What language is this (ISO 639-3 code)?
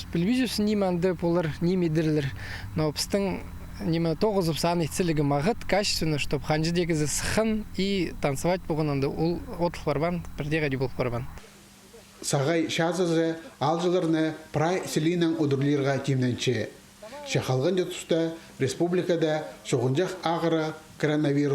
kjh